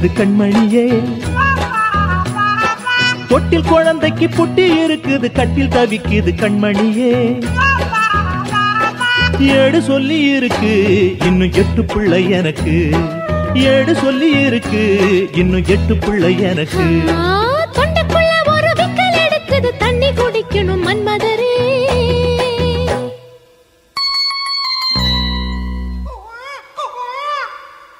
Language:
Tamil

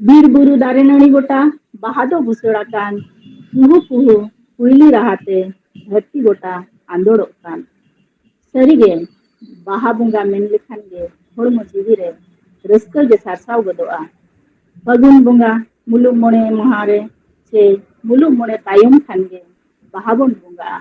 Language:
Santali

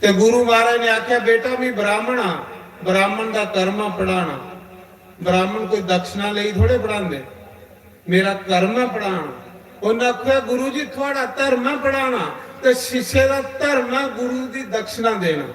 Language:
Dogri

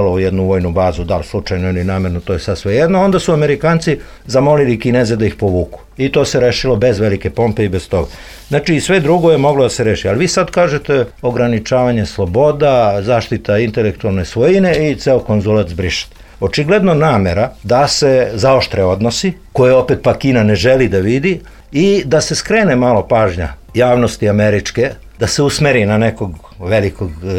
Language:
Serbian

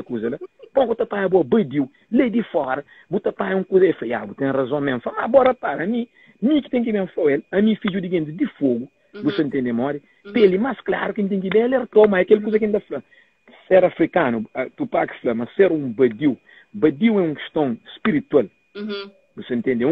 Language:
Kabuverdianu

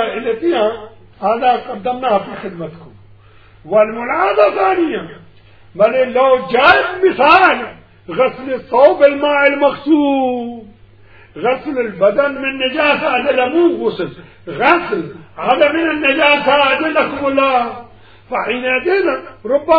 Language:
Mesopotamian Arabic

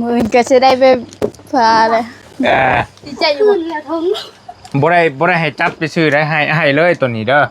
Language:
Northeastern Thai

